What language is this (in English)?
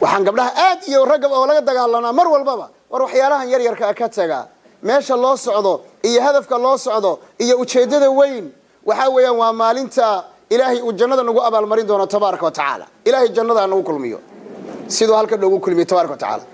Somali